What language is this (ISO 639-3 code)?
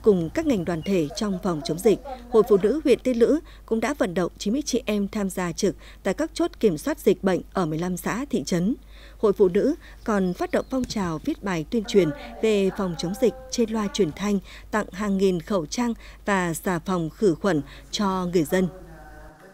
vie